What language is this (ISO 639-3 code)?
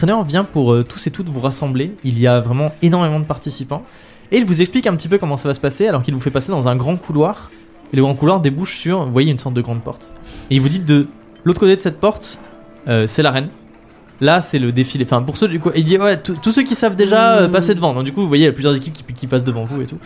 fra